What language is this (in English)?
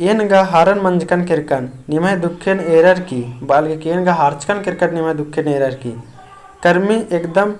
Kurukh